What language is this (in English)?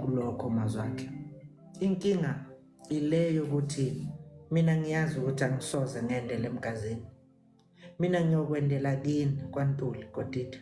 Zulu